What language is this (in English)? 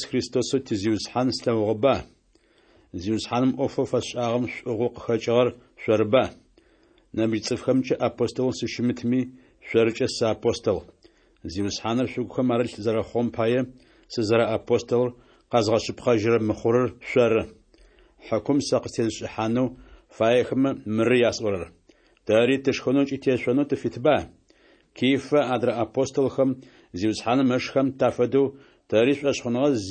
Adyghe